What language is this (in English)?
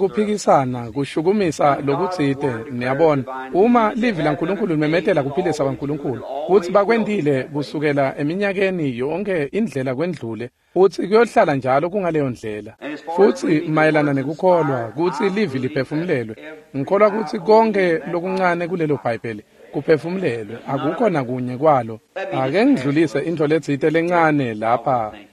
Swati